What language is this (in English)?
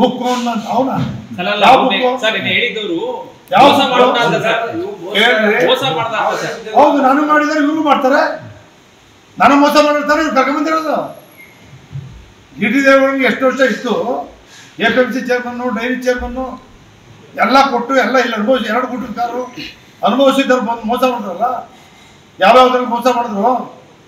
Kannada